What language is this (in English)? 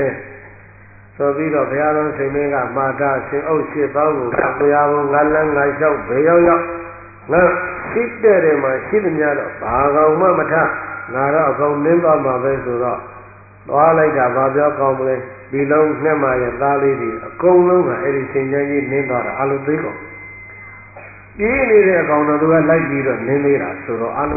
Burmese